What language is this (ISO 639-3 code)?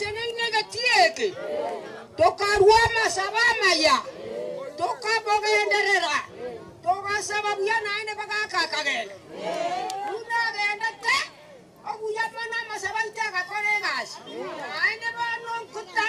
guz